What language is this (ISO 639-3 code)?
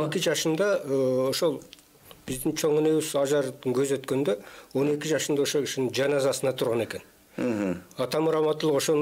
kir